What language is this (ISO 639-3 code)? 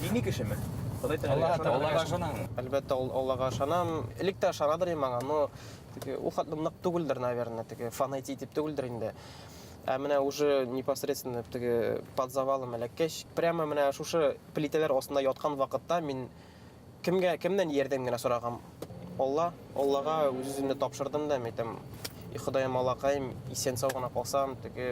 bak